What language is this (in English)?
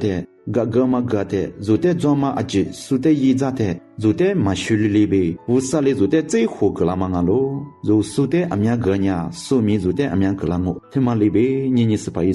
Lisu